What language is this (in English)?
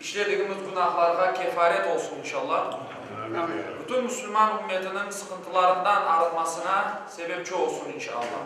Crimean Tatar